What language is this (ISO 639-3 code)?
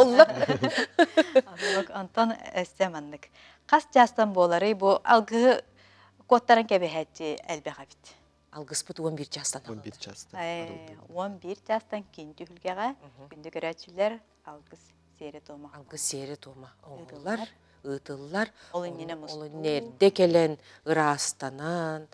sah